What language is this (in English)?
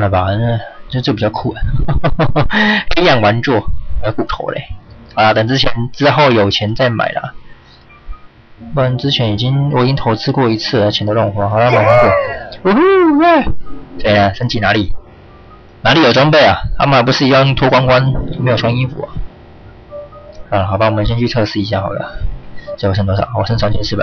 Chinese